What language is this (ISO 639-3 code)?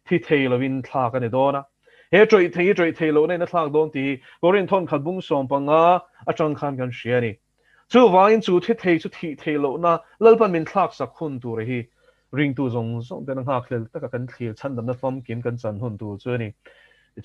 lus